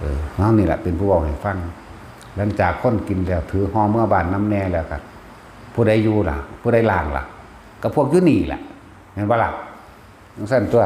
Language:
Northeastern Thai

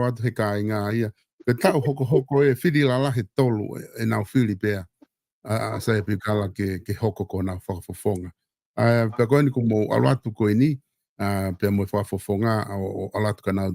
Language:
Tongan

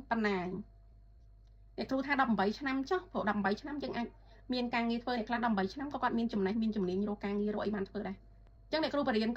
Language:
Khmer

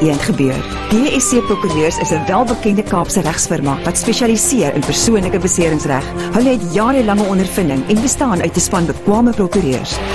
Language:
Afrikaans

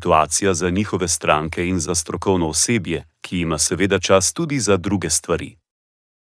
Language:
Slovenian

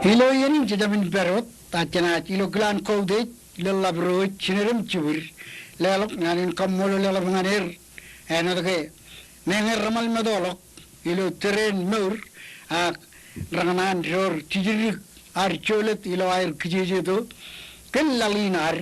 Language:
Marshallese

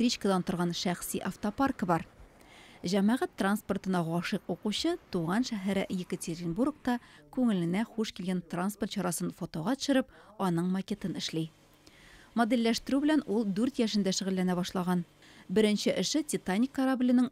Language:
Tatar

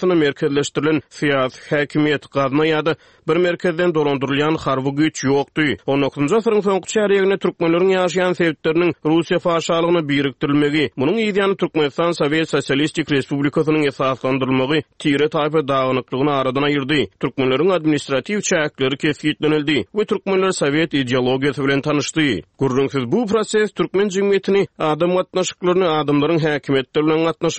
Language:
Turkmen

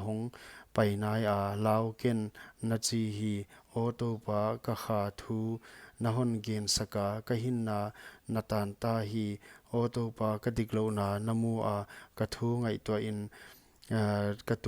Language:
Paite Chin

